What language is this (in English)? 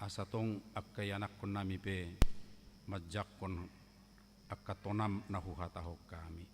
Batak Toba